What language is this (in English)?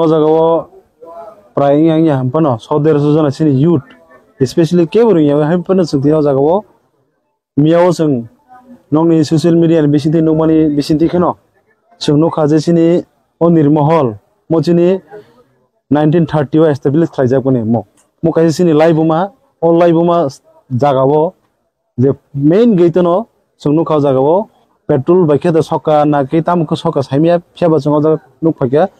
Kok Borok